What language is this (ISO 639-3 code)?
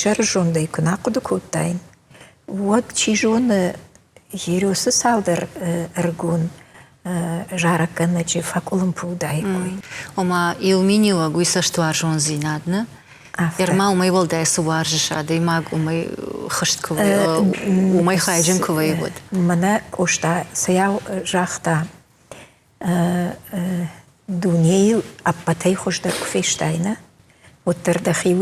oss